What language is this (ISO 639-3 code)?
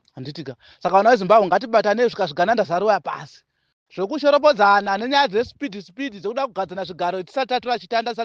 sna